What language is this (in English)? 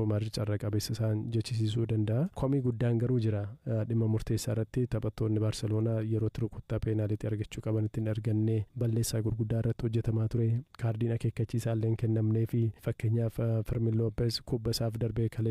Oromo